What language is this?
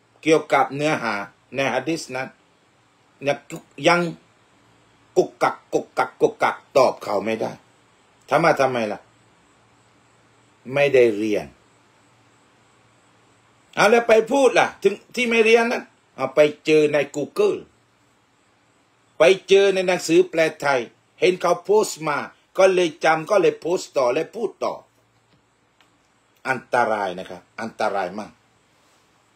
Thai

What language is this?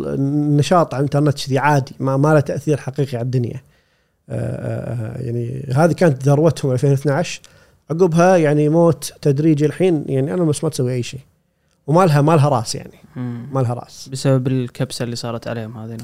Gulf Arabic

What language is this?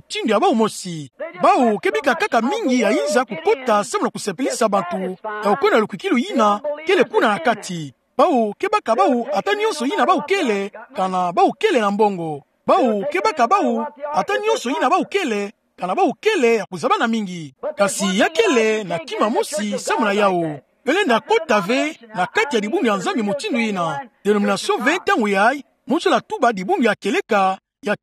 Kituba (Democratic Republic of Congo)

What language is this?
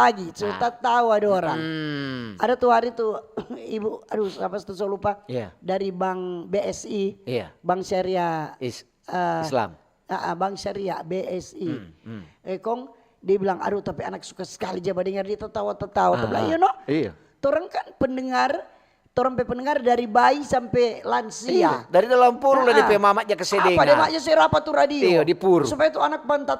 Manado Malay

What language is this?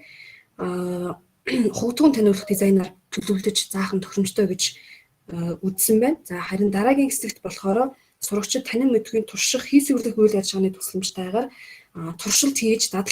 Mongolian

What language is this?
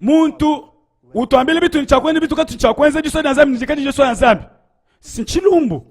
Luba-Lulua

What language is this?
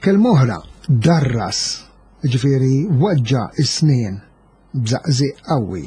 Maltese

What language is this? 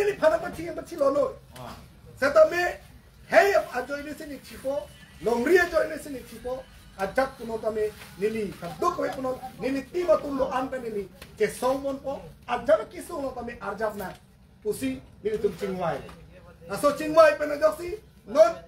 Karbi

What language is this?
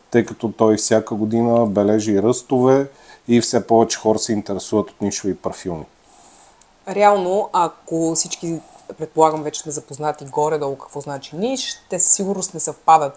Bulgarian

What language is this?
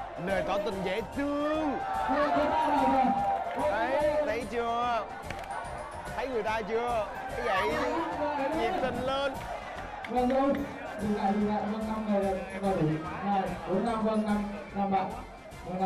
Vietnamese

